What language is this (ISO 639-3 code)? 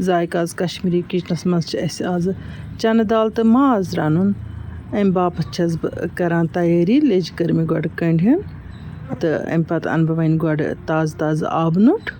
kas